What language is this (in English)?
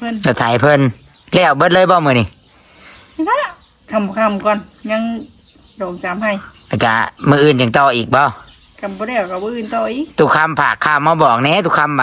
Northeastern Thai